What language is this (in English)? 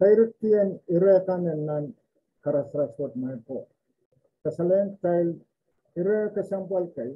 Pohnpeian